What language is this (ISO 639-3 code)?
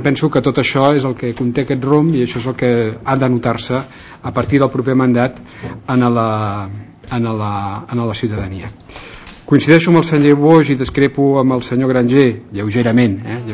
cat